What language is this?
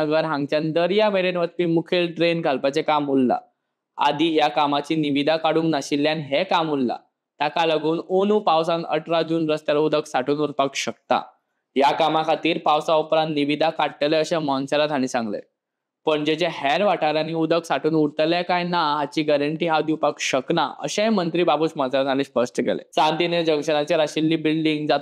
Konkani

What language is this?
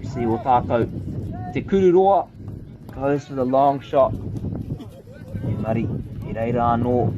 Māori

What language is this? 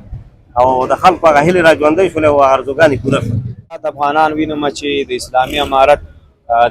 Pashto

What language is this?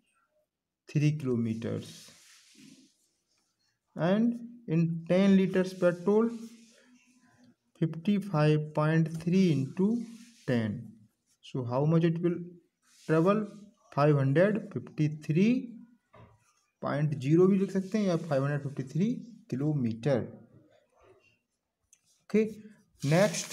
Hindi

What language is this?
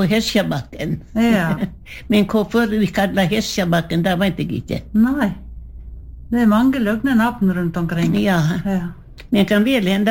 Norwegian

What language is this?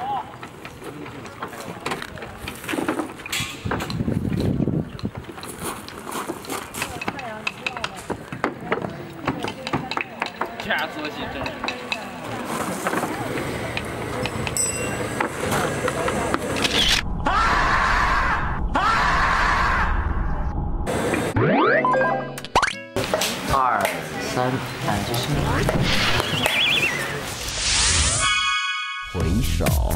Chinese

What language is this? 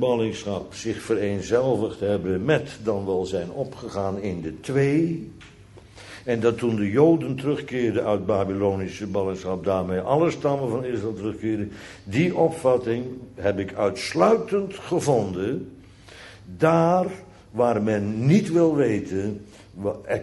Dutch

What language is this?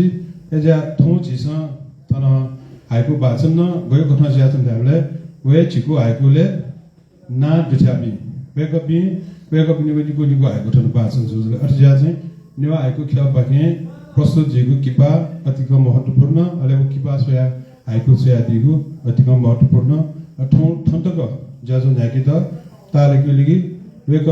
Newari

